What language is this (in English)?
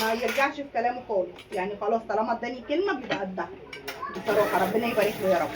Egyptian Arabic